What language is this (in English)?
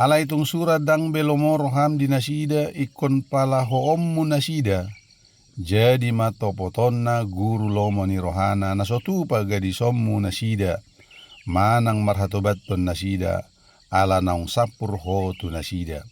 Batak Toba